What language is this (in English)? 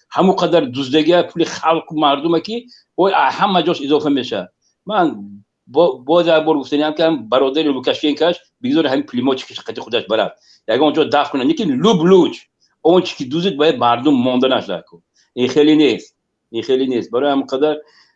Tajik